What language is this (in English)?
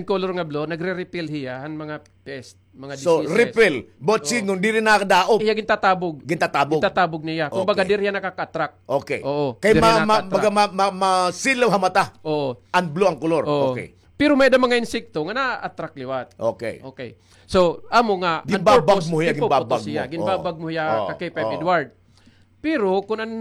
Waray